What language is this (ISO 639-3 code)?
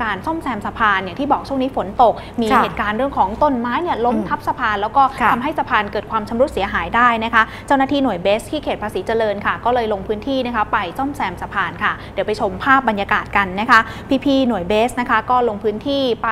tha